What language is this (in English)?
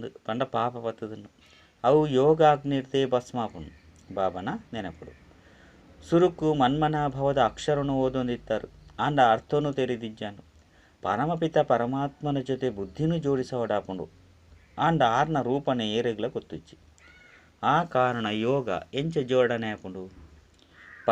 Tulu